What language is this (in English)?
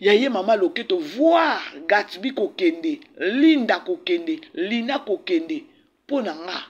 Lingala